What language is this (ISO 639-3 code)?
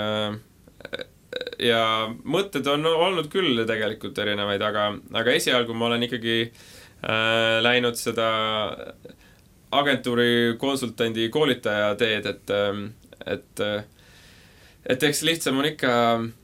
est